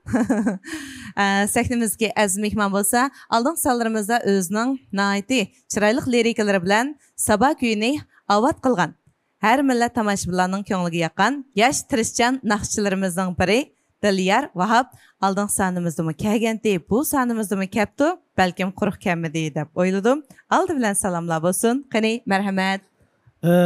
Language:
Uyghur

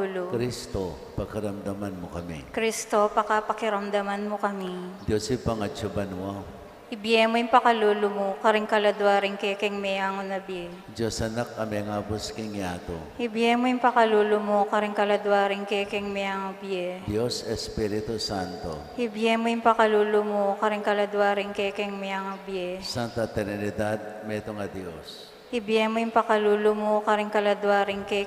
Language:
Pampanga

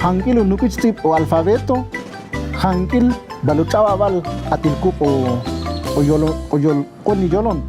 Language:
Ixil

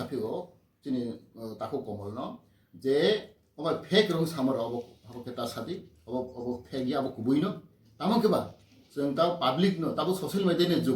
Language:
Kok Borok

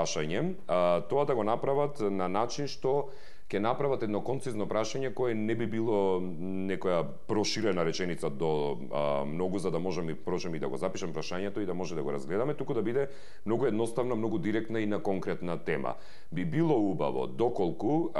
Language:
Macedonian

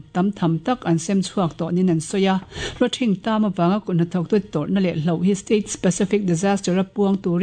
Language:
Mizo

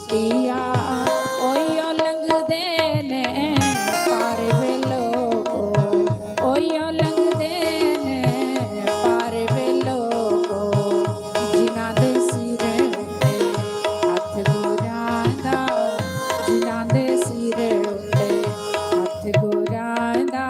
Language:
Dogri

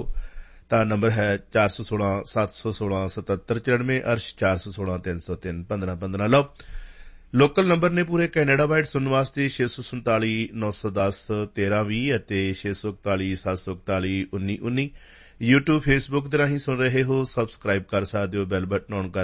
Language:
Punjabi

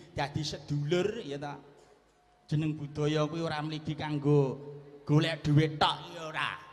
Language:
Javanese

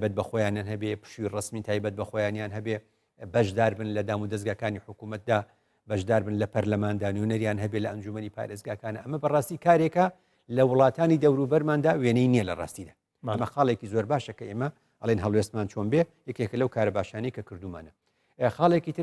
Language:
Central Kurdish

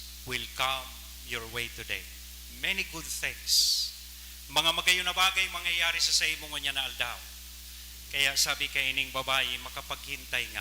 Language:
Bikol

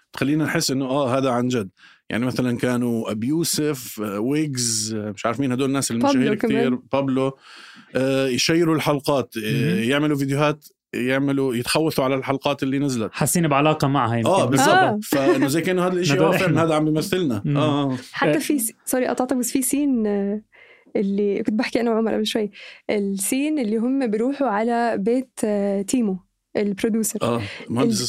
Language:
North Levantine Arabic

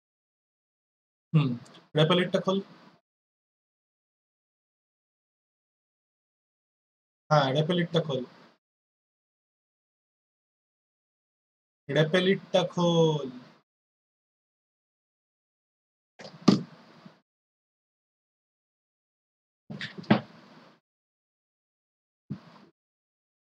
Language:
Bangla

